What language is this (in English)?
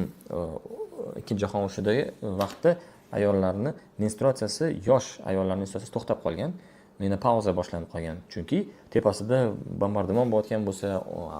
Uzbek